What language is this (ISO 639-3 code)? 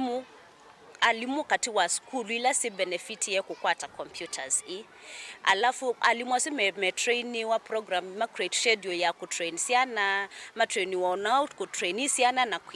kam